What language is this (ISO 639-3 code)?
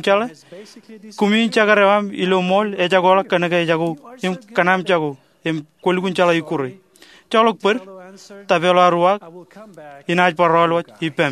mah